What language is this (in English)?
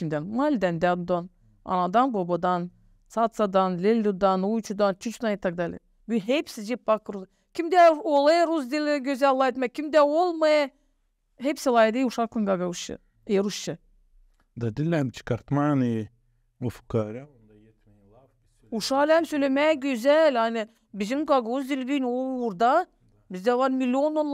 Gagauz